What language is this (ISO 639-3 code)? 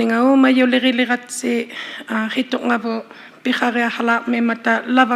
iku